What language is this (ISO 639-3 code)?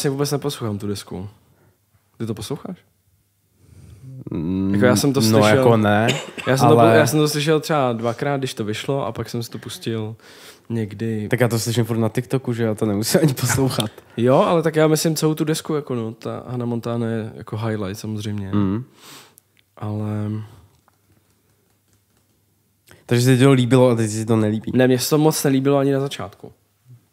ces